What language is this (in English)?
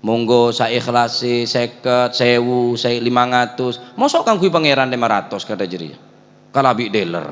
Madurese